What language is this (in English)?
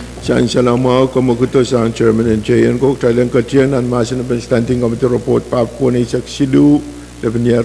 Pohnpeian